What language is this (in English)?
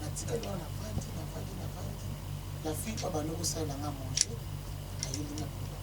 Lingala